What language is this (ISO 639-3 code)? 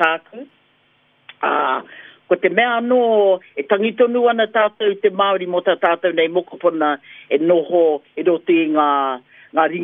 mri